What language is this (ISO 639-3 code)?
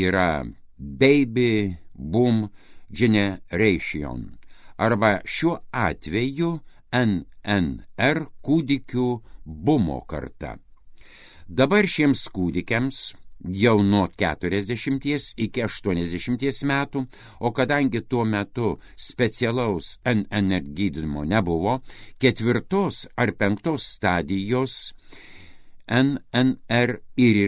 lit